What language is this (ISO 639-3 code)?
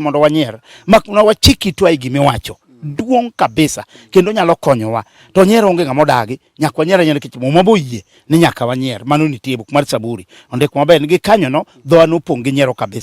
luo